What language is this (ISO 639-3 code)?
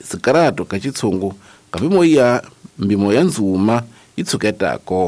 tso